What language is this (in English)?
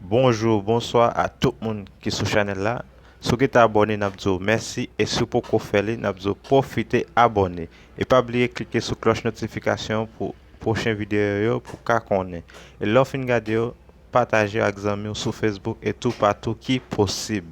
Haitian Creole